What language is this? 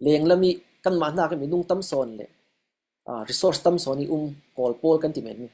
Falam Chin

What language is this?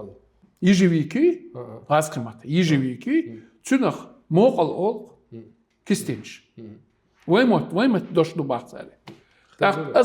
Chechen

